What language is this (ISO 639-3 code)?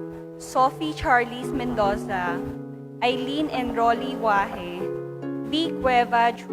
pam